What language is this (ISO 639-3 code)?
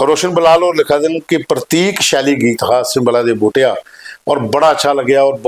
doi